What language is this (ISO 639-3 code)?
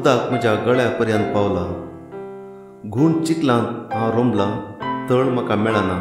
kok